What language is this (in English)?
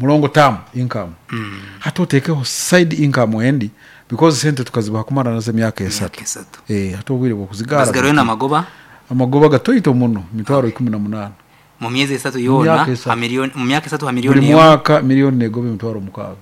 Nyankole